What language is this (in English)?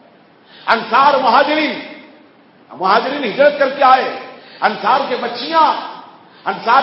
Urdu